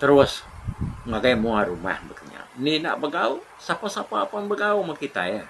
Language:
Iban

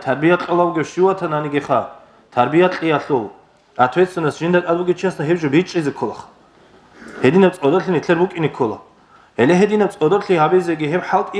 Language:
Avaric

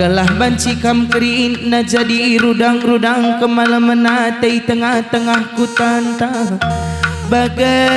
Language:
Batak Karo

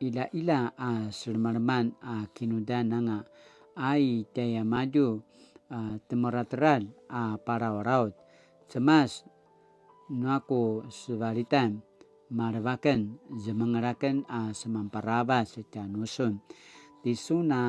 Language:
Paiwan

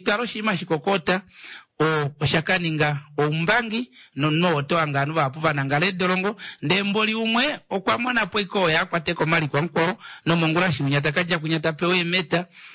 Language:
Kuanyama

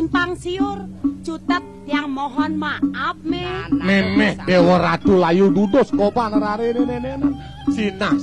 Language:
Balinese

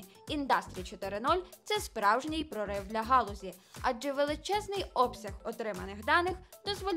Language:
Ukrainian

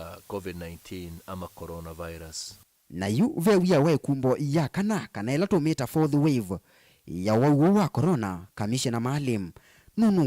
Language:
Kamba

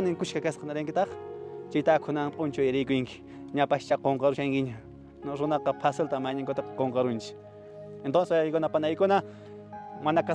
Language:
Quechua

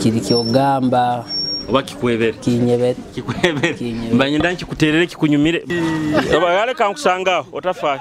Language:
Nyoro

